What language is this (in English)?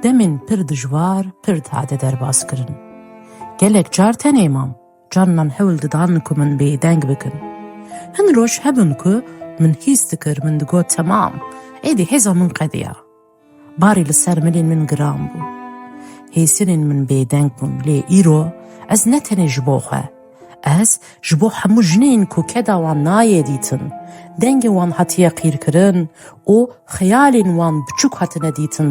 Kurdish